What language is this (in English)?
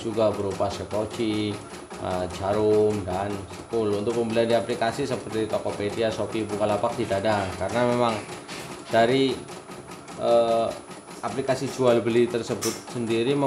Indonesian